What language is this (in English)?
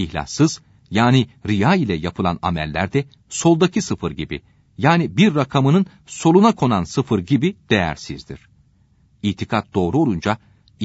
Turkish